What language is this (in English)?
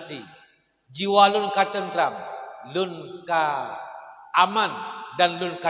Achinese